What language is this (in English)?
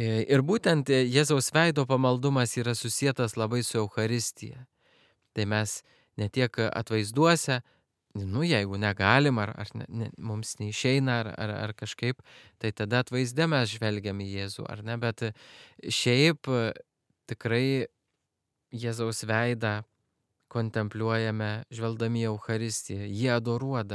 Lithuanian